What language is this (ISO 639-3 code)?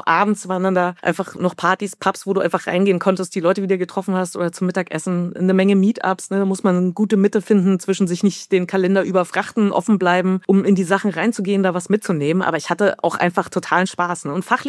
deu